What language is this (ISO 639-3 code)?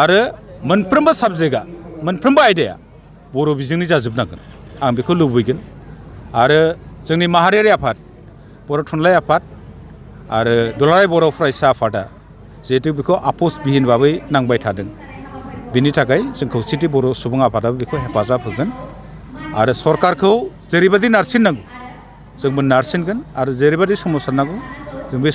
brx